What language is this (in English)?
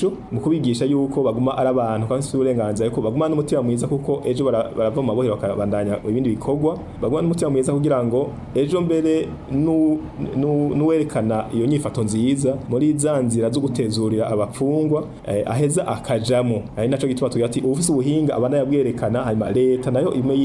Rundi